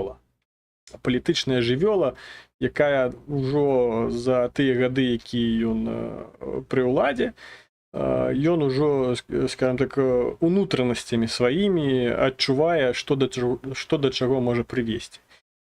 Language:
Belarusian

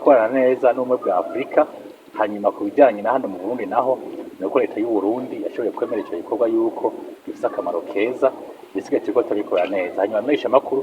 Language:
Rundi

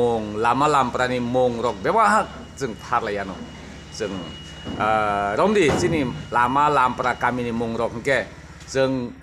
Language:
Kok Borok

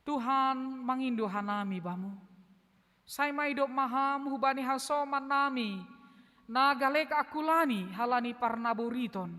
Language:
Batak Simalungun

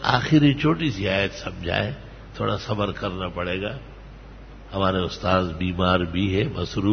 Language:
Urdu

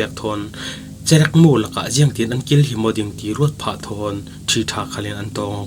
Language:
Falam Chin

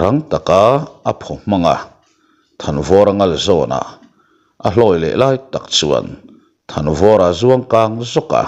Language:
Mizo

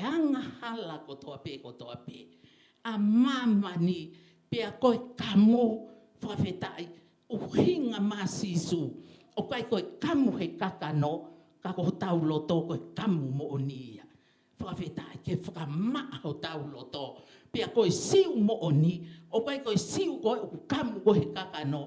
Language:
Tongan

